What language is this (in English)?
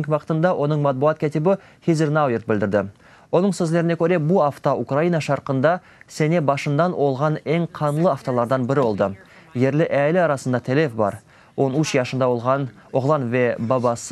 Crimean Tatar